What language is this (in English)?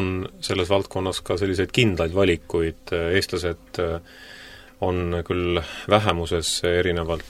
Estonian